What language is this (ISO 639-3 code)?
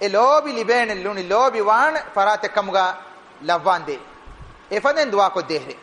div